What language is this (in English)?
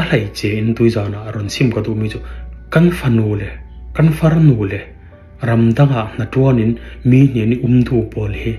Falam Chin